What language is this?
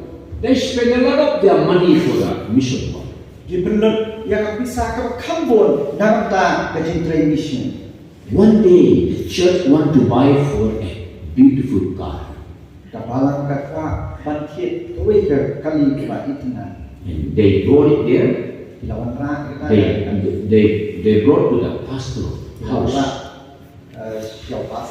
Khasi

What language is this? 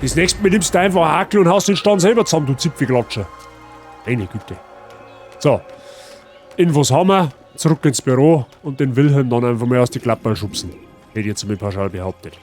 Bavarian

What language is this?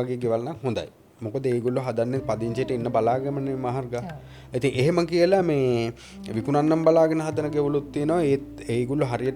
Sinhala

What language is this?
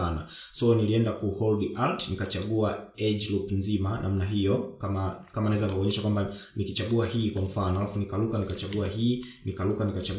Swahili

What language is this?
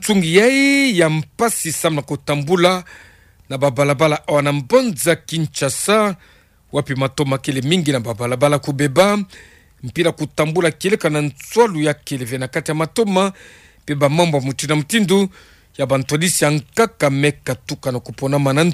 Kituba (Democratic Republic of Congo)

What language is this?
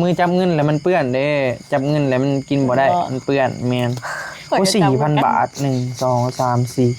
Northeastern Thai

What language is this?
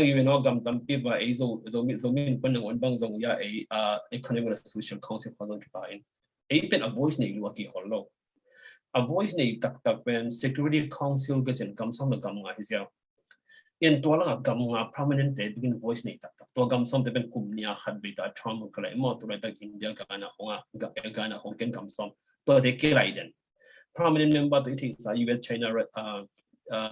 Tedim Chin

